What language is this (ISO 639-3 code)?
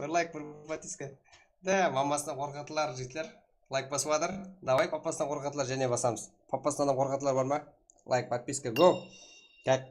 kaa